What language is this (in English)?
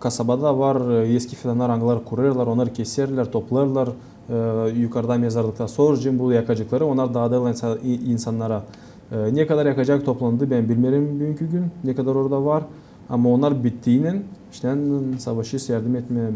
Gagauz